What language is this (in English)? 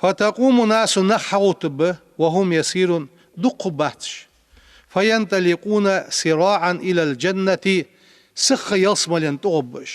Ingush